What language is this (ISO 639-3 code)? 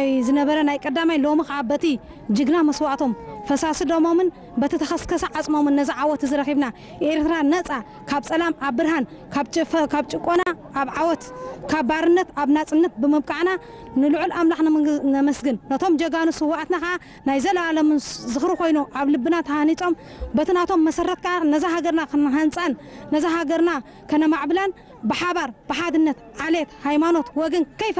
tir